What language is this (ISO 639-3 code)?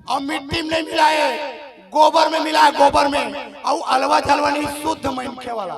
hne